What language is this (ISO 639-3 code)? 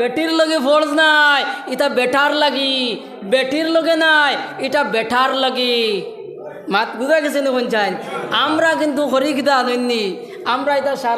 syl